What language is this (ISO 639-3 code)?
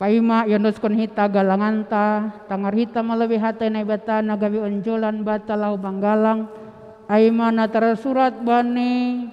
bts